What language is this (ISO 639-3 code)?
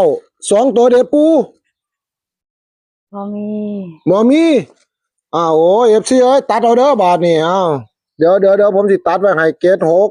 tts